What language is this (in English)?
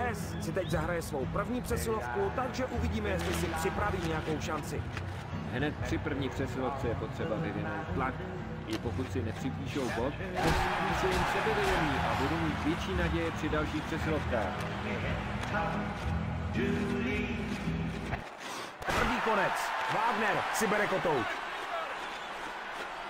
Czech